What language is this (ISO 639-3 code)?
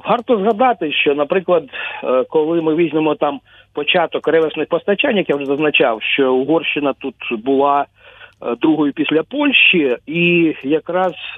ukr